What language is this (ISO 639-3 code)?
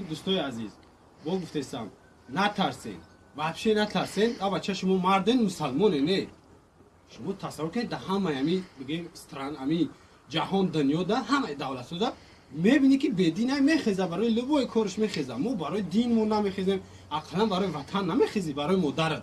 tgk